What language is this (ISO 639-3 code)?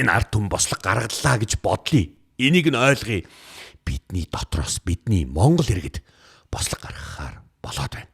mon